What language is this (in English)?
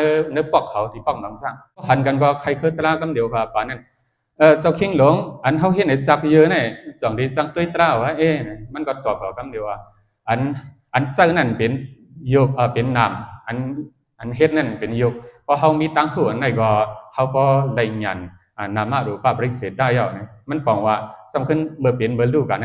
Shan